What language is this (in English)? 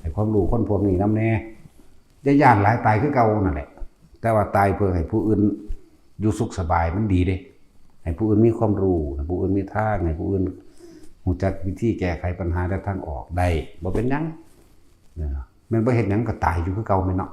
Lao